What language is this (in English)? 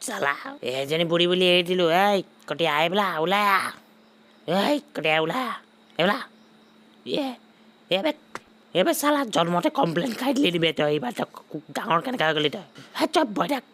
Assamese